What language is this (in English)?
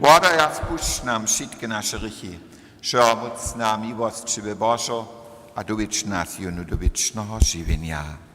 Upper Sorbian